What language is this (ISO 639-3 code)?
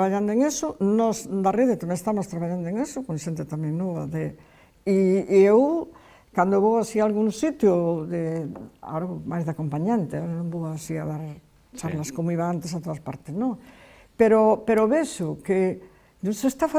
glg